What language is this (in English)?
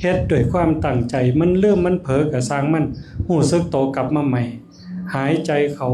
Northeastern Thai